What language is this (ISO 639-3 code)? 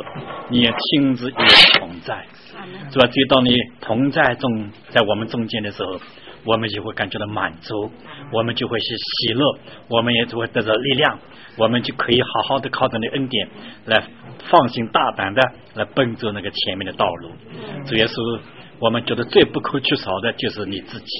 zho